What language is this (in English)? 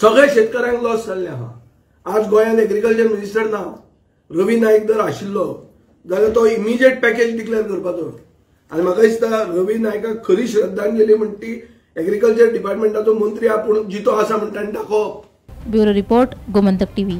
Konkani